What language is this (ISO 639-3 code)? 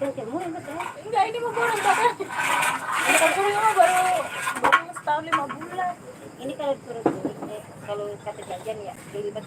bew